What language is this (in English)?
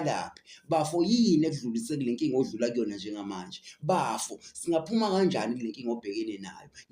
Zulu